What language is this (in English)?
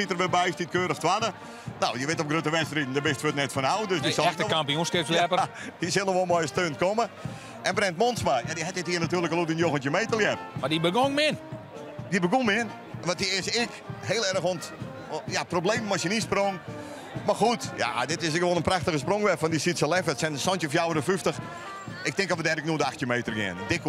Western Frisian